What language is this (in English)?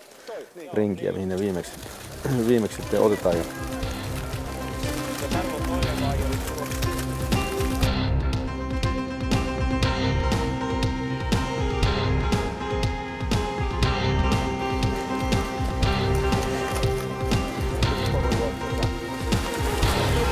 Finnish